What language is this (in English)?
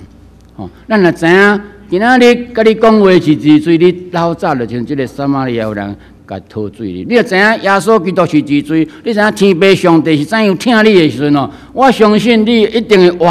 Min Nan Chinese